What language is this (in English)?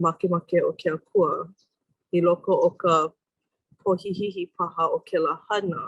Hawaiian